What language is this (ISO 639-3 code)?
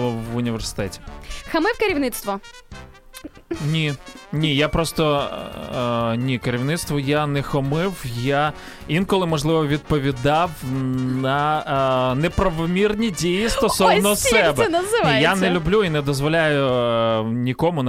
ukr